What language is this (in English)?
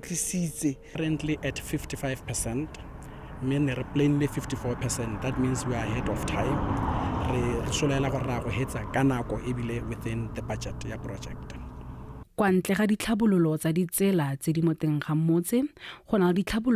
Tswana